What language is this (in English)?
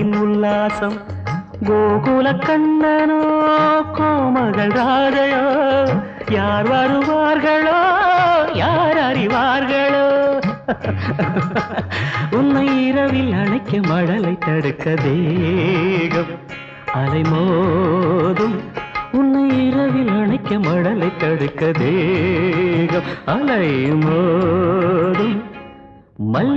Tamil